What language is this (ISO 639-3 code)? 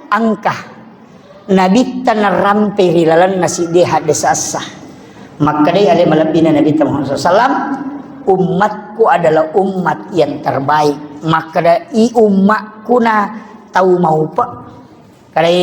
bug